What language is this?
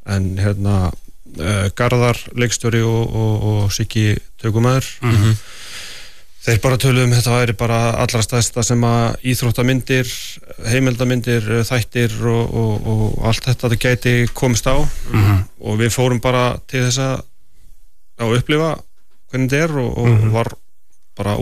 Icelandic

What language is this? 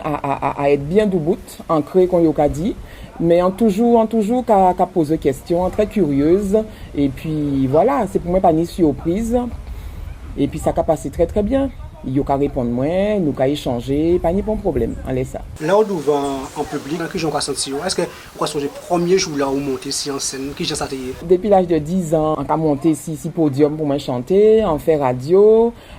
Guadeloupean Creole French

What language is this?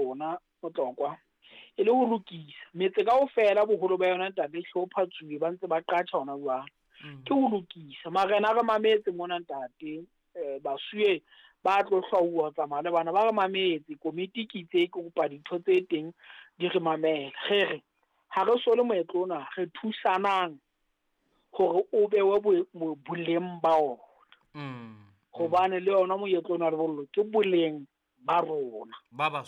Southern Sotho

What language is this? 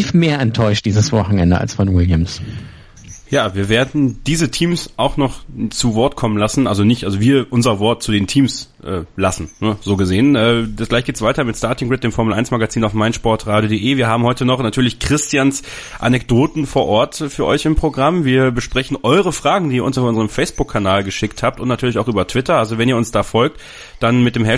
German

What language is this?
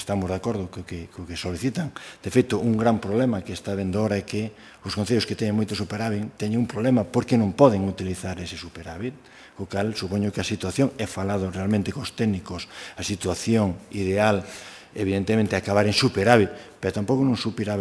Galician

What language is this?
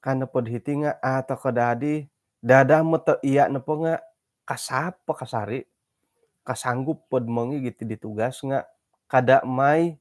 Central Dusun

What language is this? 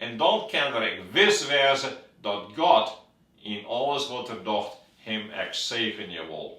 Western Frisian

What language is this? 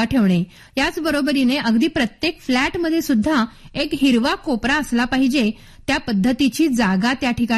Marathi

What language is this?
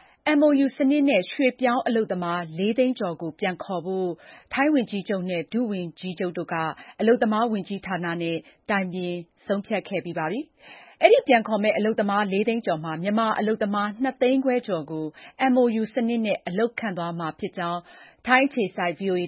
Burmese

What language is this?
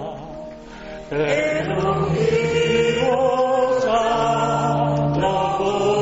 Basque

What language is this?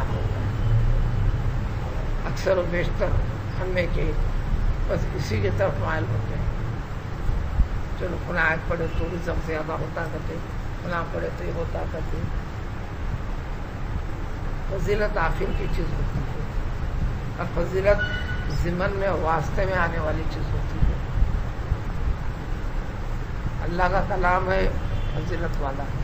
Urdu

